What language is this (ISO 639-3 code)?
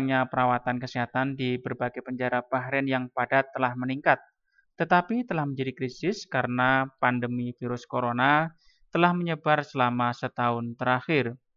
ind